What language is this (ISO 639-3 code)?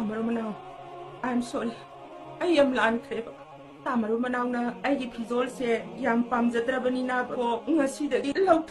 mni